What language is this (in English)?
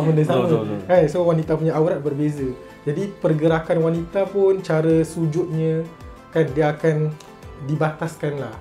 Malay